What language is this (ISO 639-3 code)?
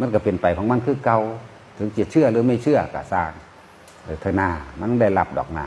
tts